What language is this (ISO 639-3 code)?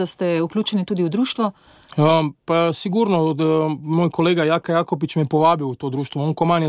slv